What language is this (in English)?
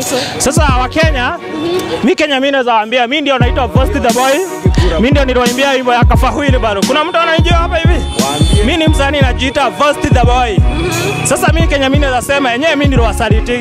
Swahili